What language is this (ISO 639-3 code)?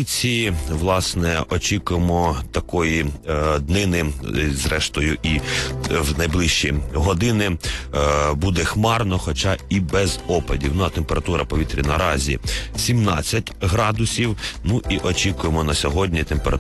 ukr